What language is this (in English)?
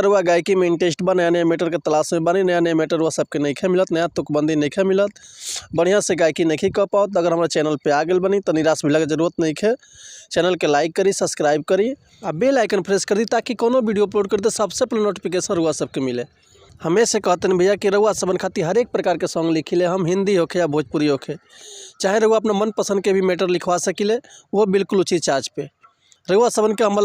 Bhojpuri